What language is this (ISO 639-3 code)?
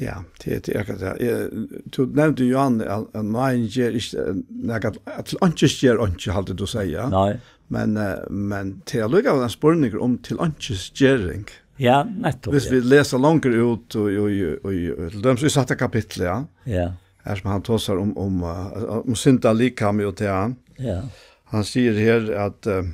fao